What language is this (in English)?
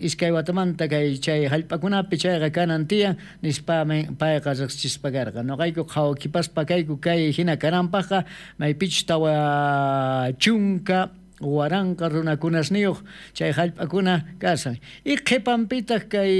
South Bolivian Quechua